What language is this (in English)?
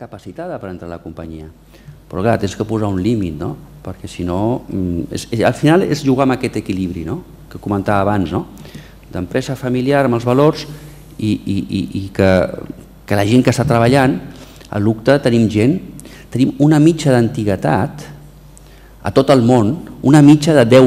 Catalan